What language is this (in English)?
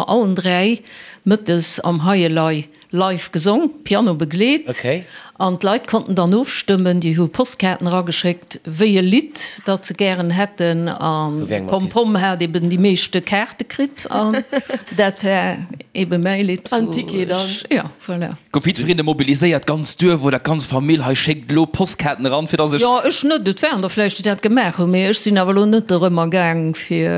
Luxembourgish